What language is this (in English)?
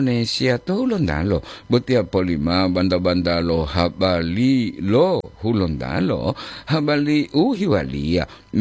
Gorontalo